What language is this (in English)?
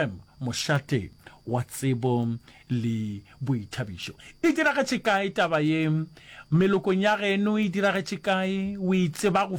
Northern Sotho